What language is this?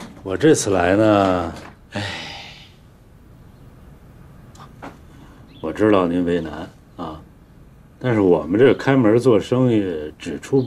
Chinese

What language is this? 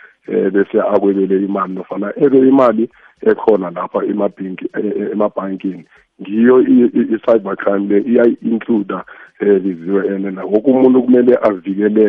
South Ndebele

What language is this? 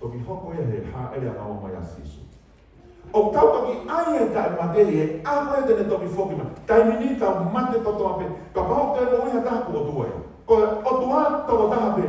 Tongan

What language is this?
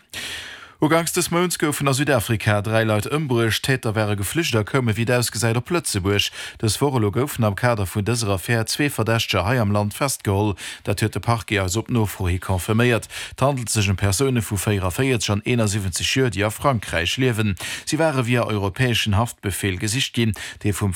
Luxembourgish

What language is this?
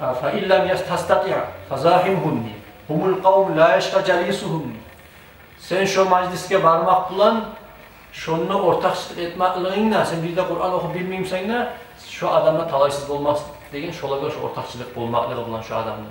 Kumyk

